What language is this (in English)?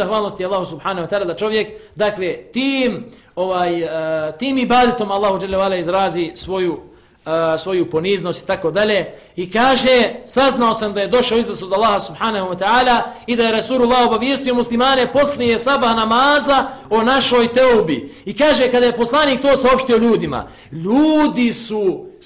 Bosnian